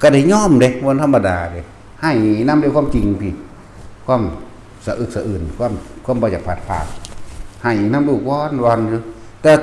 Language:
Northeastern Thai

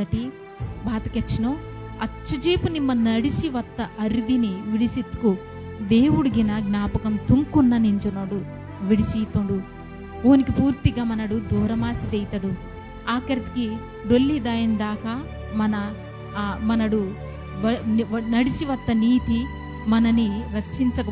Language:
Koya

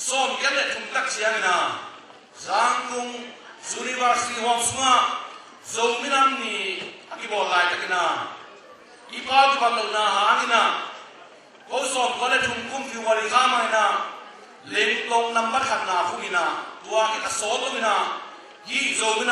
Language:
Tedim Chin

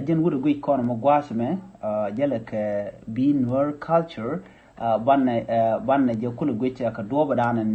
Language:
Nuer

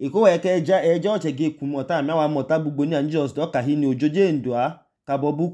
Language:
Idoma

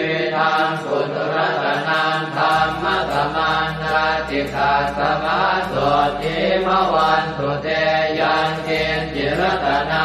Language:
Pali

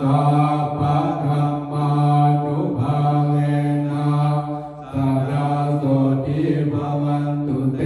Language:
Pali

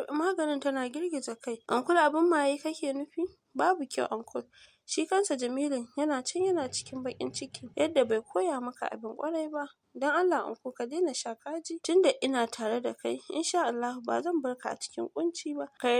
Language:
Hausa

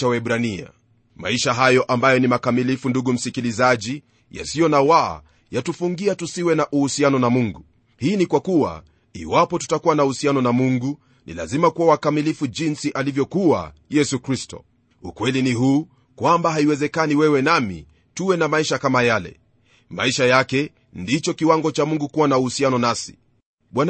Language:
Swahili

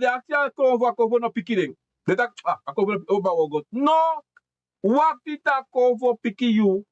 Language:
Sranan Tongo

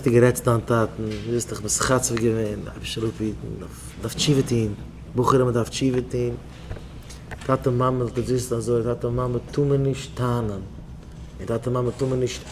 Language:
Yiddish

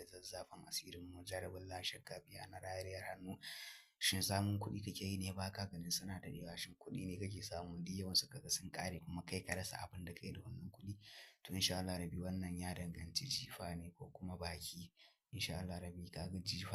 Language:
Hausa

